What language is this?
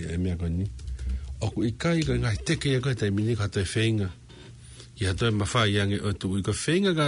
Tongan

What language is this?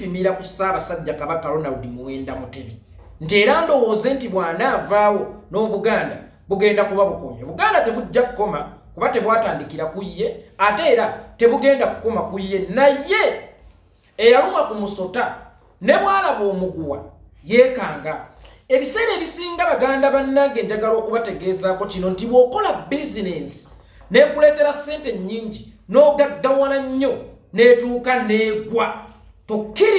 Ganda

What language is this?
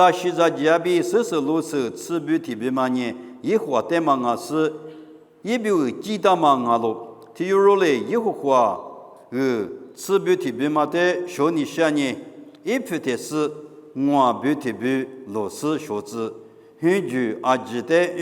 Lisu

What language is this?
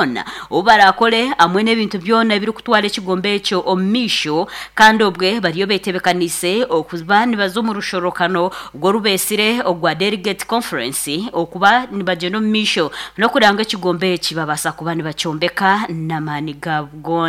Nyankole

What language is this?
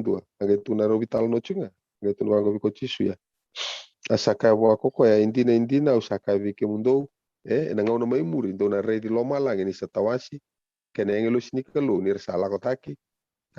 Fijian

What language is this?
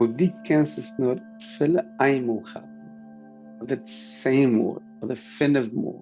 Yiddish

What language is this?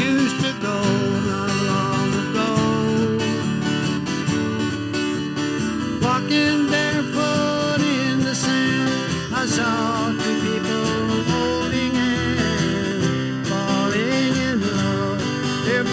English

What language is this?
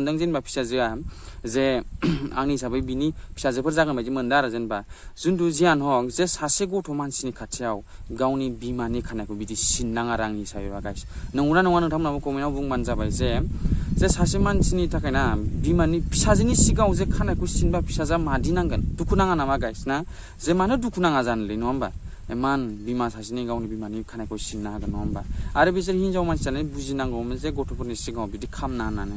Bodo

